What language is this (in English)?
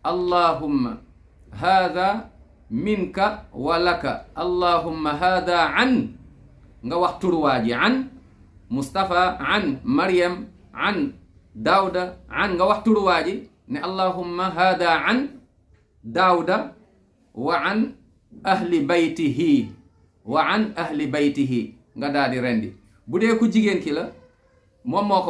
Wolof